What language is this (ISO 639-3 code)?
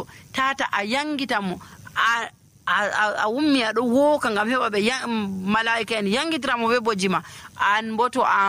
fuv